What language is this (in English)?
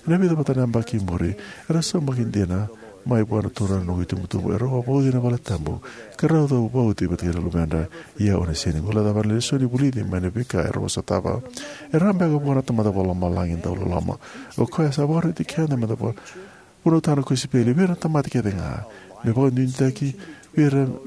Fijian